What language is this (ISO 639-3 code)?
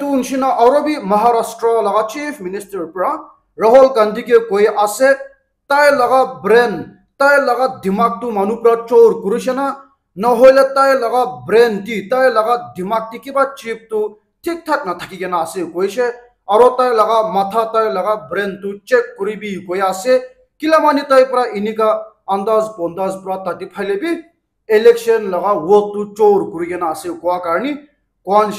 nag